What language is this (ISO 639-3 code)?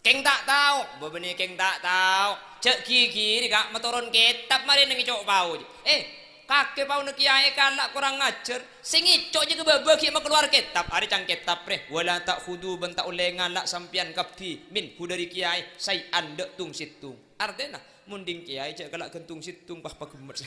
mad